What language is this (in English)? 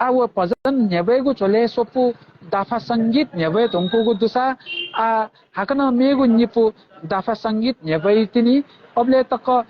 Newari